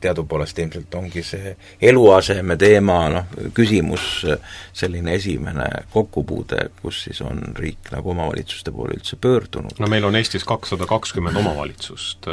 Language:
Estonian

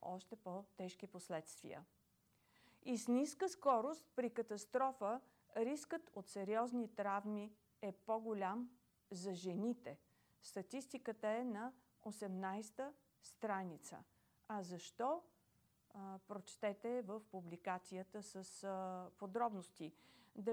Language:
Bulgarian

